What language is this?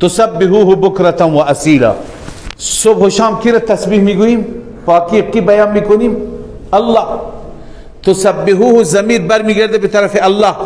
Persian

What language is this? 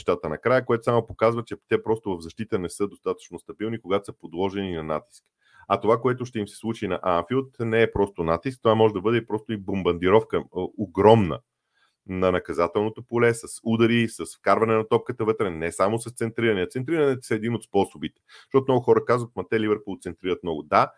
Bulgarian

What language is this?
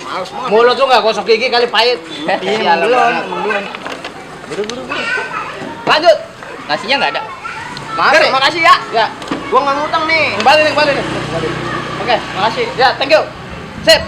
Betawi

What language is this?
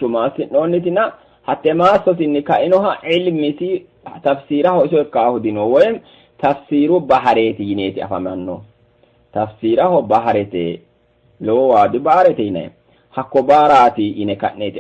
Sidamo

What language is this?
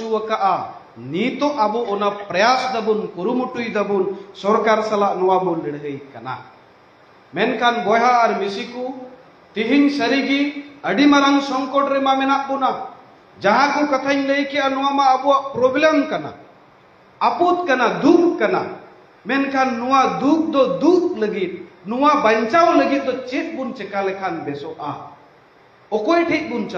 Santali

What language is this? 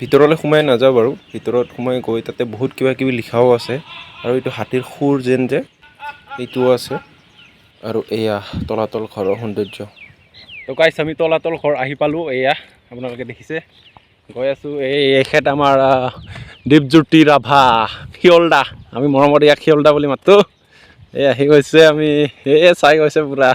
Assamese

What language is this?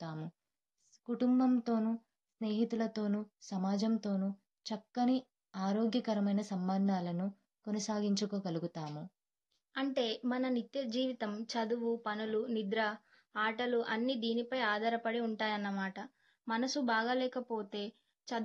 Telugu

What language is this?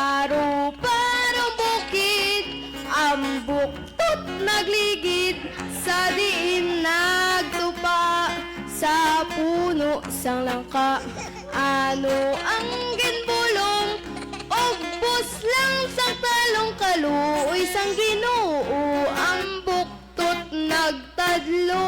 Hiligaynon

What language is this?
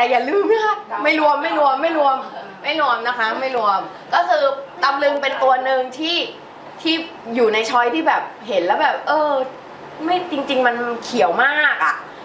Thai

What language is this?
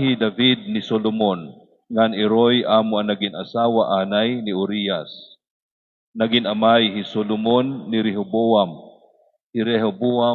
Waray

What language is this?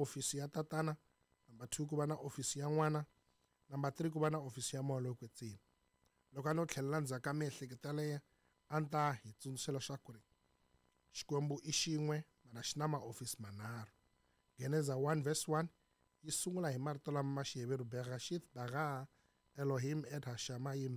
Tsonga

